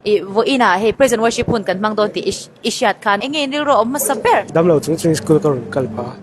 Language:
Mizo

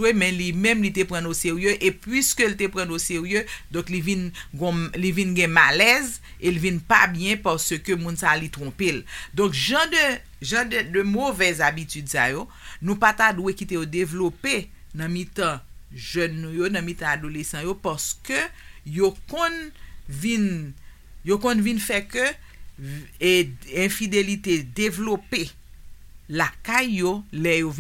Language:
Haitian Creole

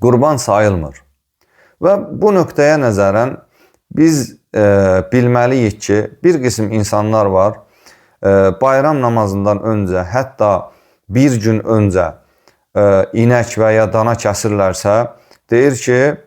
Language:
Azerbaijani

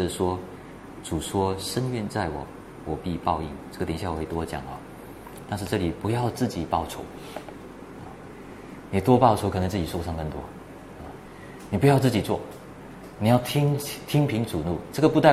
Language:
Chinese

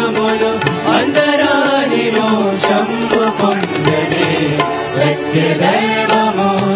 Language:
Telugu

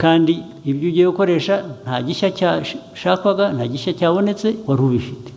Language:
Kinyarwanda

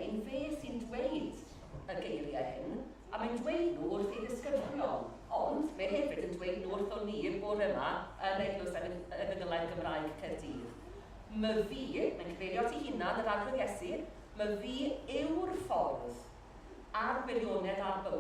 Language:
Welsh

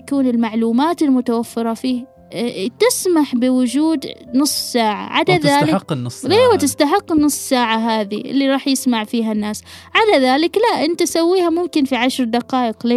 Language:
Gulf Arabic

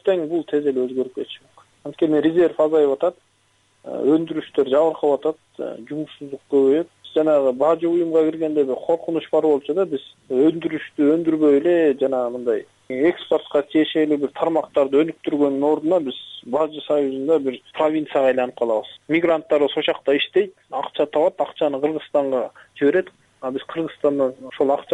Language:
Kyrgyz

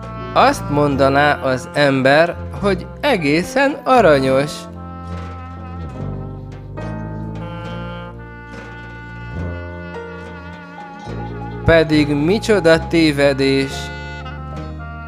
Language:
Hungarian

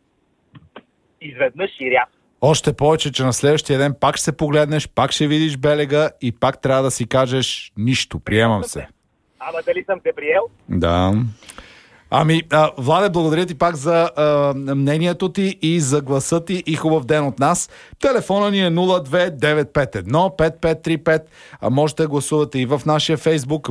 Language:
Bulgarian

